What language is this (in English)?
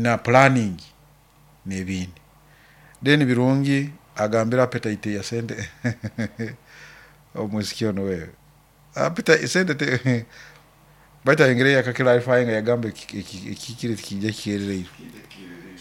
Nyoro